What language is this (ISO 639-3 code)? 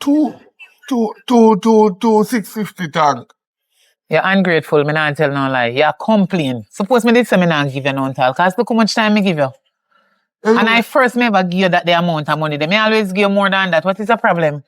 jam